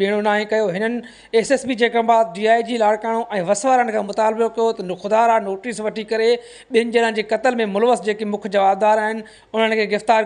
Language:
Sindhi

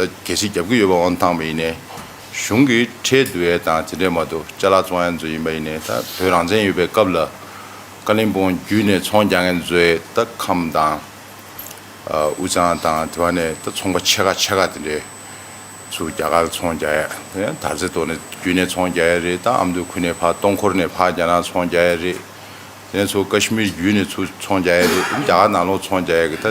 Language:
Tibetan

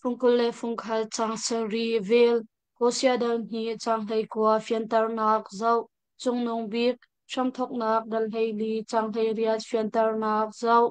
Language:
Hakha Chin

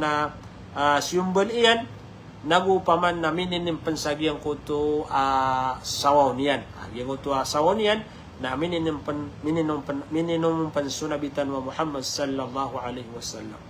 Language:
Maranao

